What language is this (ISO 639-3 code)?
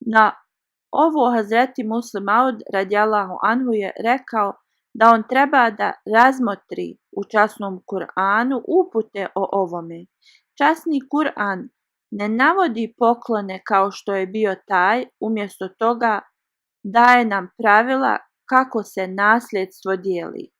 bos